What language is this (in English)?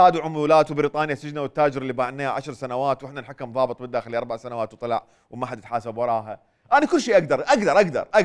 Mesopotamian Arabic